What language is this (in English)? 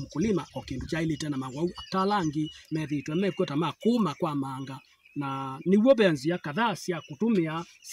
Kamba